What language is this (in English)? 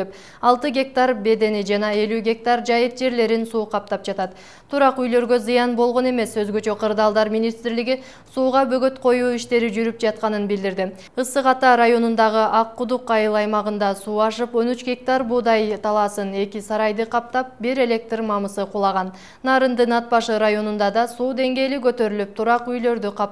Kyrgyz